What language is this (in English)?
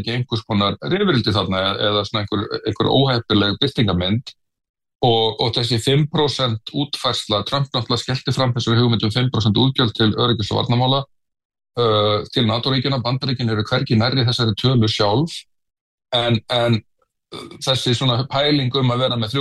Icelandic